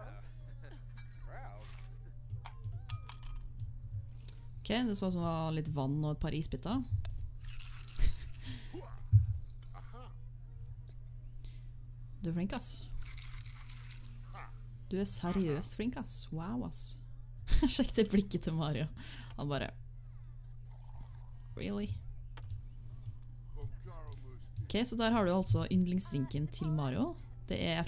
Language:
Norwegian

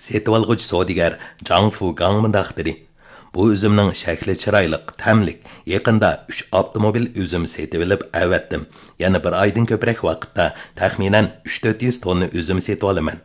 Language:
Uyghur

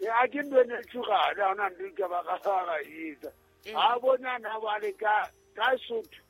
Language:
Southern Sotho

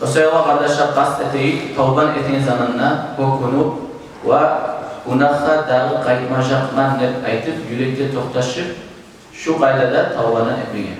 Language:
Kumyk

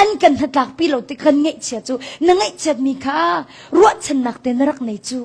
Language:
Hakha Chin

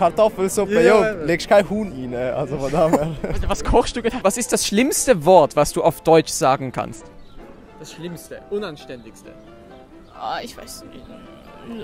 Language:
Swiss German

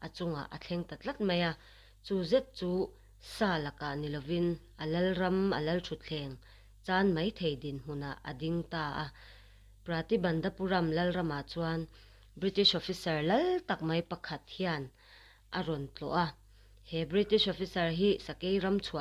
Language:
Mizo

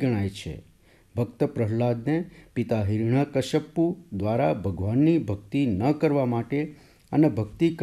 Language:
Gujarati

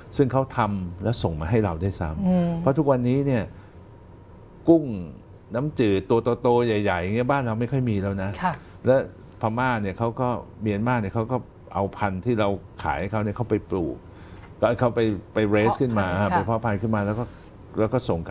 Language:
Thai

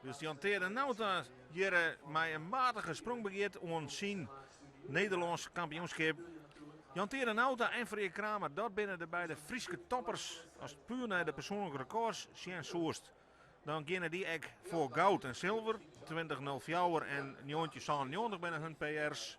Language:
Western Frisian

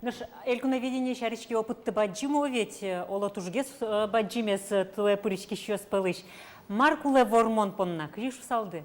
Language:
Udmurt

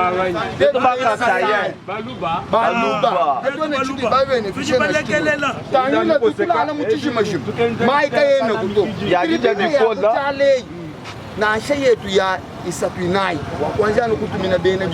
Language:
Luba-Lulua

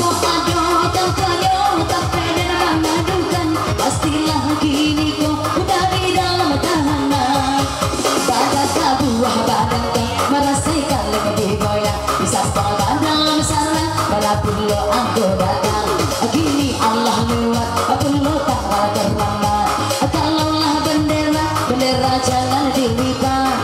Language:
Minangkabau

